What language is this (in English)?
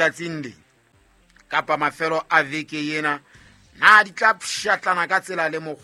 Southern Sotho